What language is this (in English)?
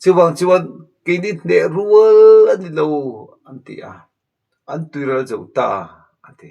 Mizo